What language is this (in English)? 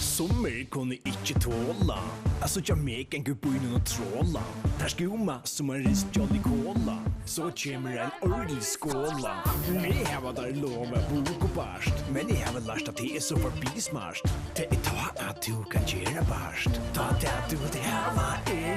Faroese